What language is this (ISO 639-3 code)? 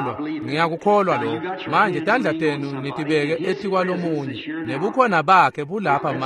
ssw